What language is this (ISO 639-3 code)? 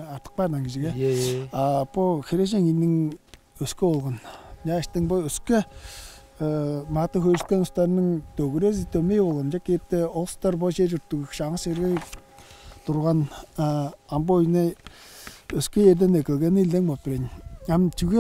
tyv